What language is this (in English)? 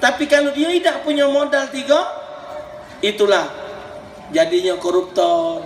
Musi